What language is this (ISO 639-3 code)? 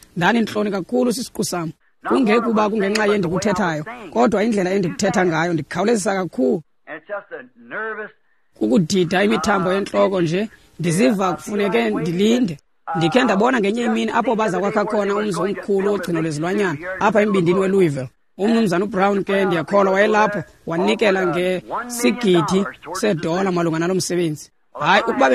xho